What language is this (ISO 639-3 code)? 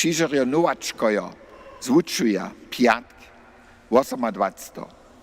hsb